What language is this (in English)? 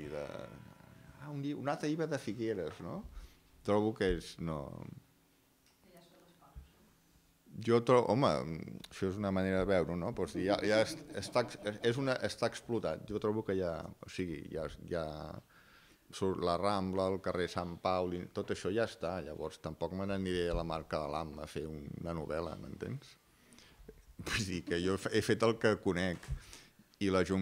Catalan